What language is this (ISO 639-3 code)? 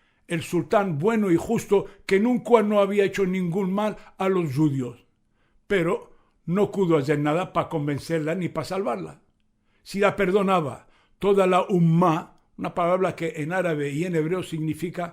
lad